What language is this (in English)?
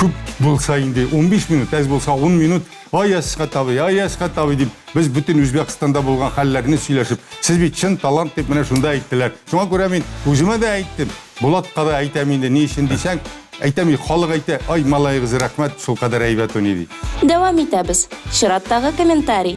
Tatar